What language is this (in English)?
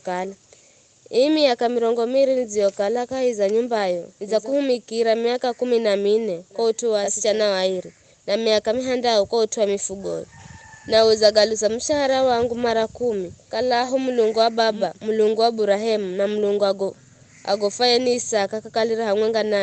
Giryama